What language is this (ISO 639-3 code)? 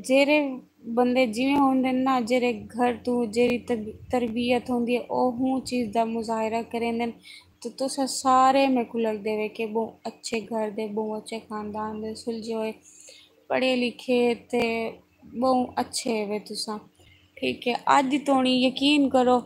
skr